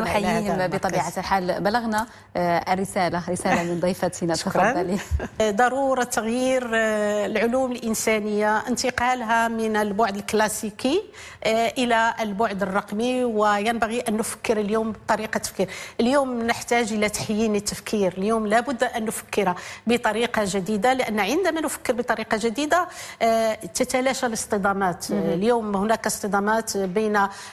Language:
Arabic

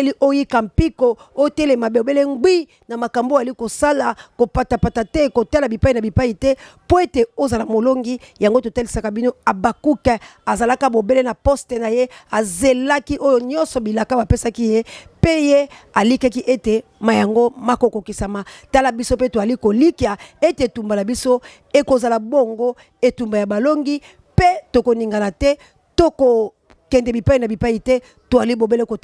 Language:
Lingala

